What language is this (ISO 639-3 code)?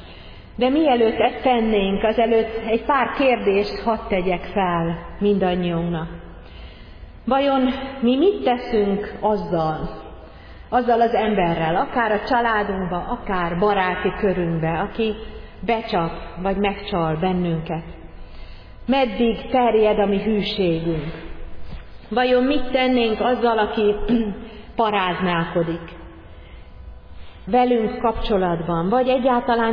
hun